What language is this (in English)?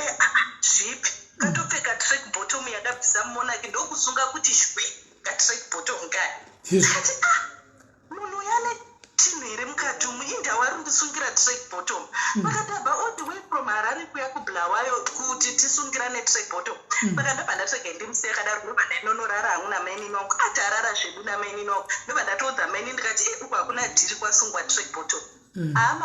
Shona